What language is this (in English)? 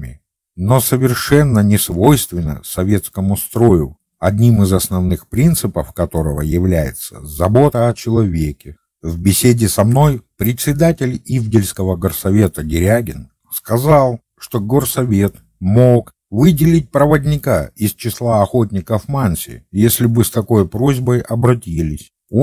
Russian